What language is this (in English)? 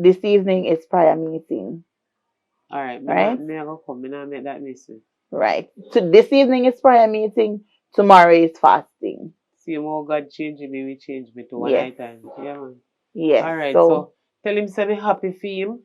Jamaican Creole English